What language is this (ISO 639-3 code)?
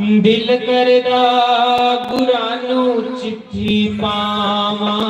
doi